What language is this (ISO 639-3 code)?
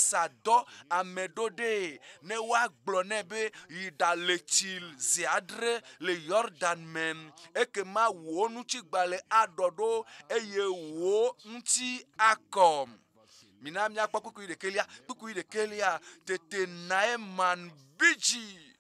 ewe